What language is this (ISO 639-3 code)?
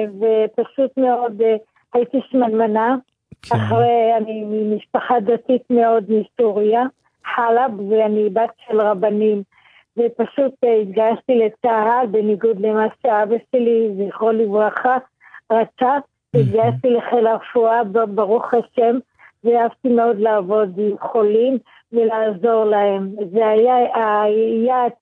heb